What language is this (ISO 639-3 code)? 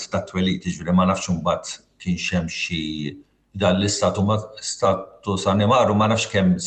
mlt